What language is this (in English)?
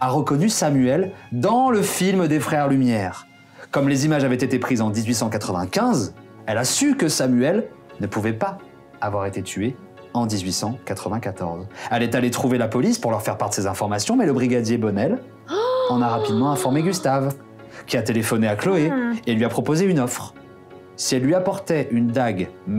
French